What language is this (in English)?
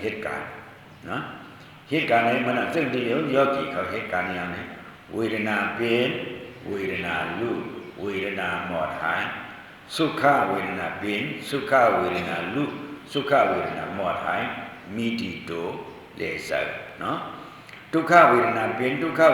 Shan